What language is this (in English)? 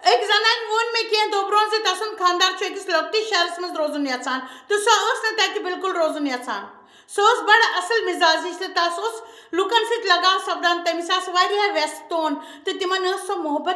Kashmiri